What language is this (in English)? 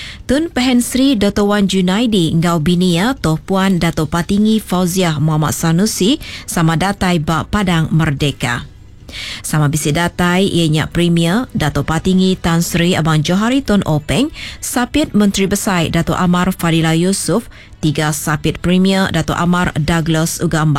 Iban